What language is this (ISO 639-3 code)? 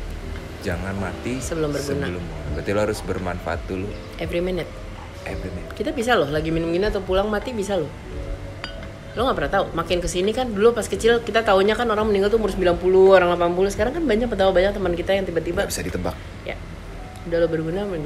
ind